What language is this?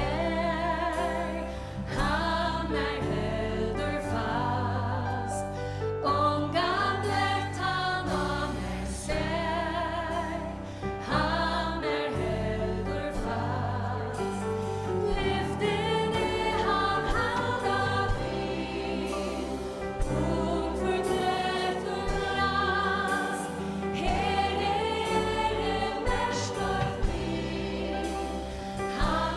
Faroese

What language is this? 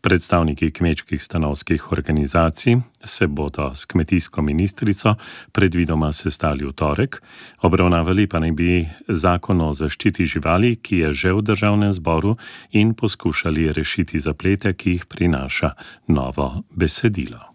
Slovenian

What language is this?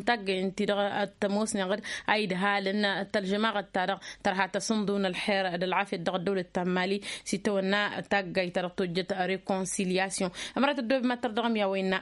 Tamasheq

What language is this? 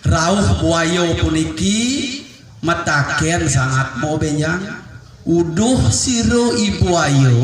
Balinese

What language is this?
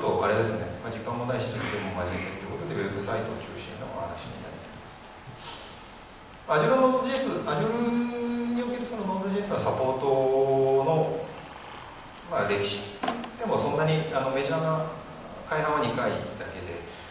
Japanese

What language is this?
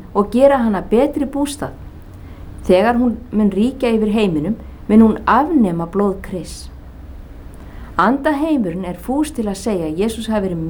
Icelandic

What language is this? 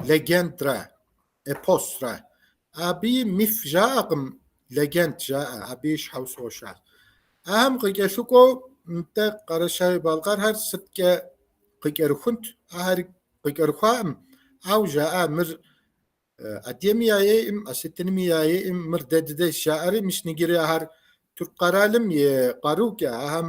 Kabardian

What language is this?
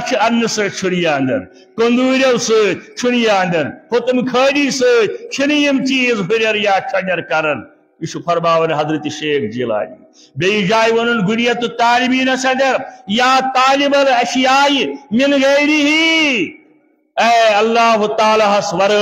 Kashmiri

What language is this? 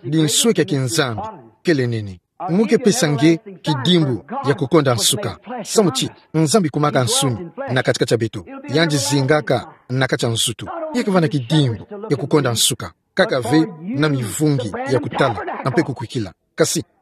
Kituba (Democratic Republic of Congo)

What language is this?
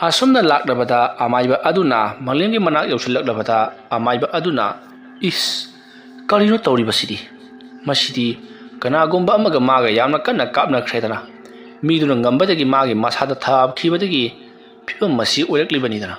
Manipuri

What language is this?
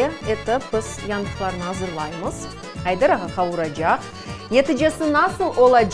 Crimean Tatar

